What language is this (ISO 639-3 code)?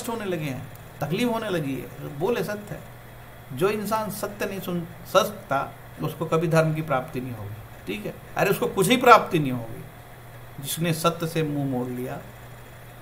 hin